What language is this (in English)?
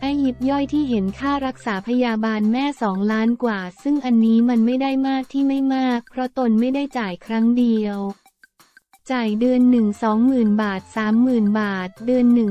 Thai